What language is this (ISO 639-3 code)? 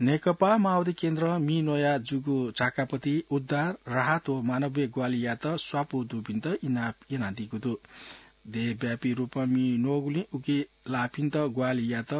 new